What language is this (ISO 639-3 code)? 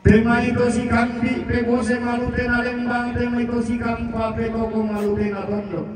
sda